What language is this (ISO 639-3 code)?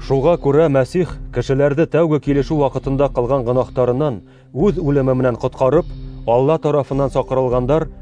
bak